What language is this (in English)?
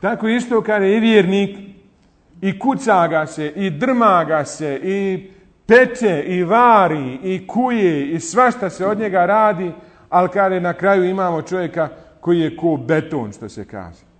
Bosnian